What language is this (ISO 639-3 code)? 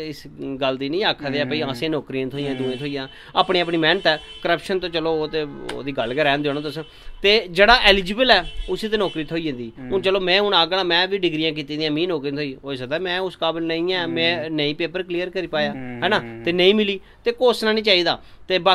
doi